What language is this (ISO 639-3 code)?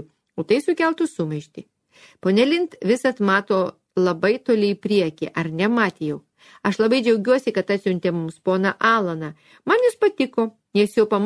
lit